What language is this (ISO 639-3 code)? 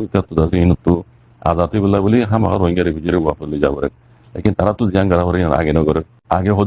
rhg